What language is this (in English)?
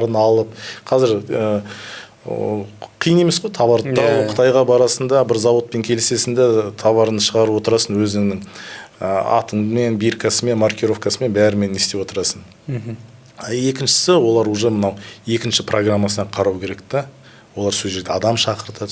Kazakh